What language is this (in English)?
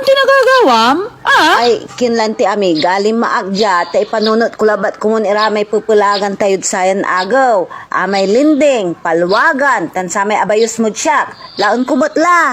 Pangasinan